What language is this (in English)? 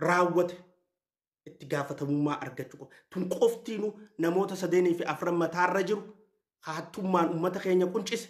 Oromo